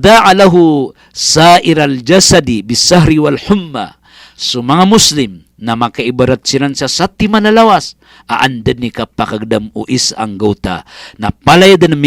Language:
Maranao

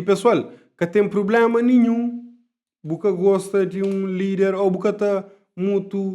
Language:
Kabuverdianu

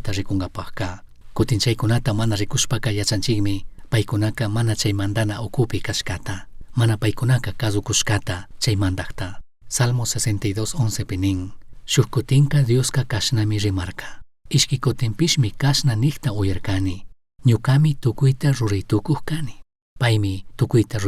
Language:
Chimborazo Highland Quichua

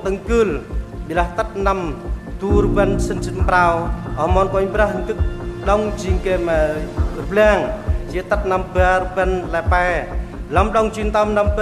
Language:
Central Mnong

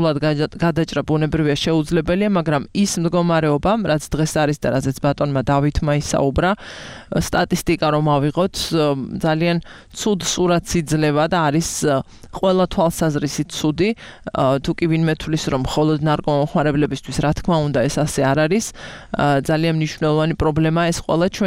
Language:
Georgian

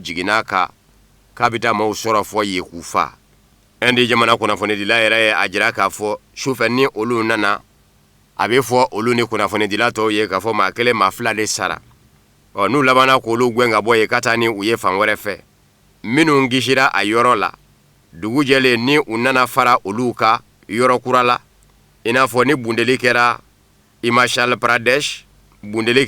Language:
Bambara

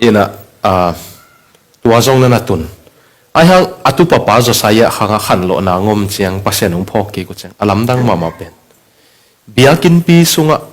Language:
Tedim Chin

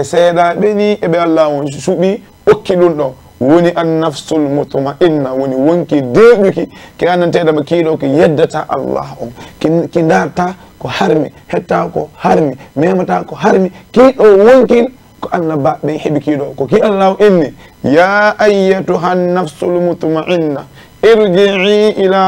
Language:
Fula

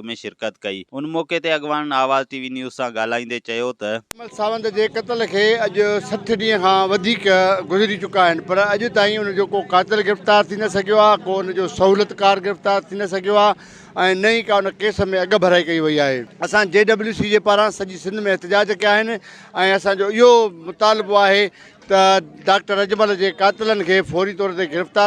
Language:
Sindhi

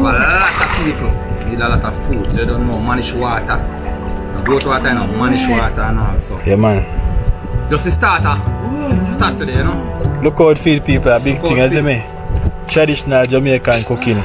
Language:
Jamaican Creole English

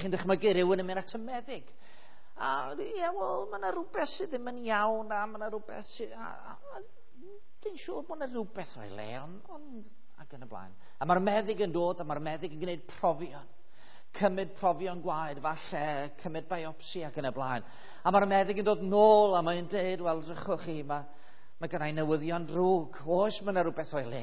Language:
Welsh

